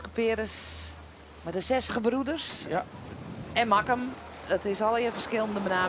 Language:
Western Frisian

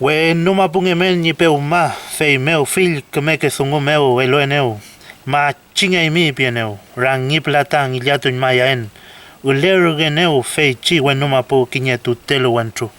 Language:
Mapuche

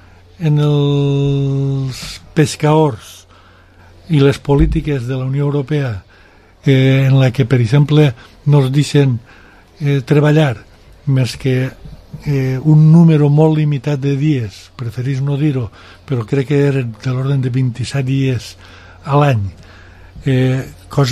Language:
Catalan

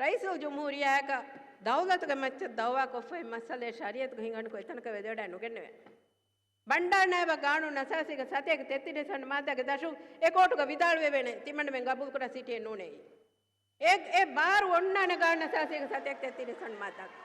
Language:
Divehi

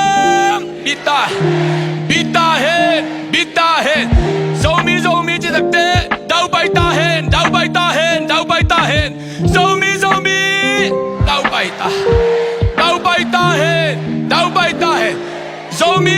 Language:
Tedim Chin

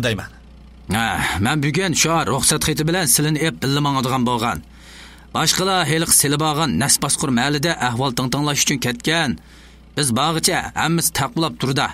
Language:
Uyghur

